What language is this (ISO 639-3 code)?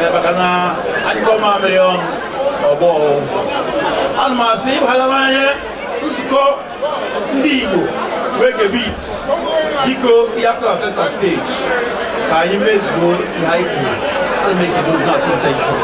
ibo